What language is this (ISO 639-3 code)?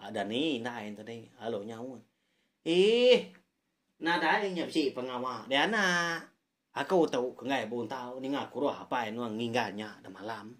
iba